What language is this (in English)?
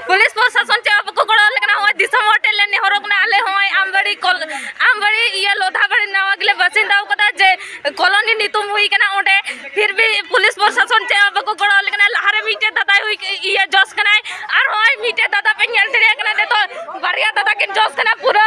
Santali